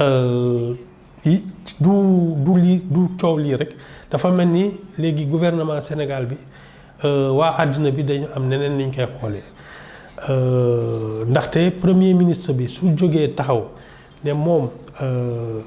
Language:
Wolof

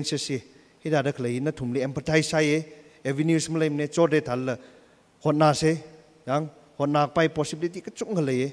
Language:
Tangkhul Naga (India)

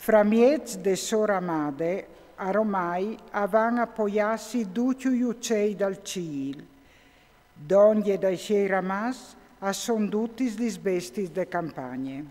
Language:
Friulian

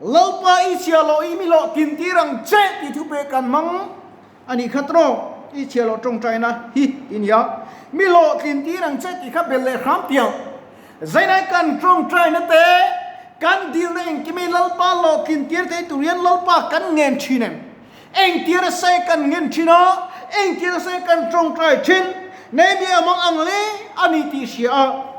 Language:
Mizo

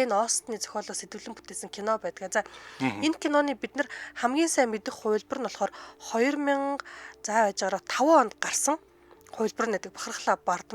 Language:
Mongolian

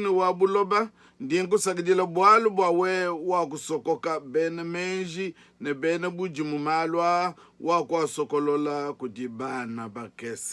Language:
Luba-Lulua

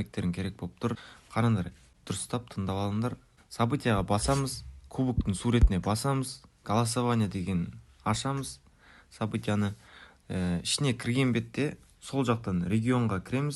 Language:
Kara-Kalpak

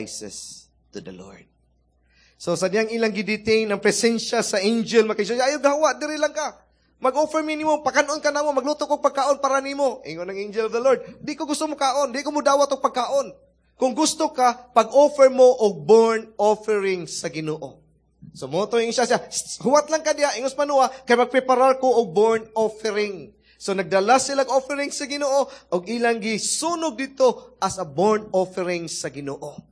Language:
Cebuano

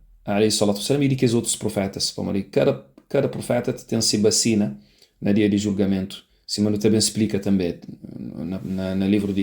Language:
Kabuverdianu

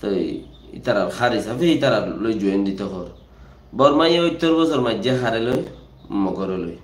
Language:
Rohingya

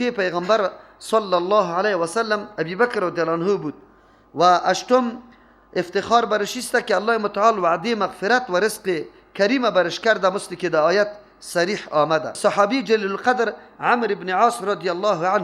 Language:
Persian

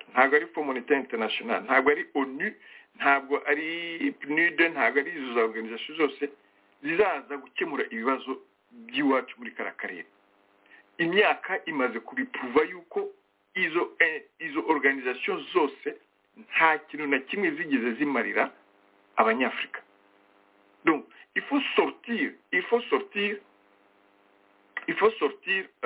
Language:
Kinyarwanda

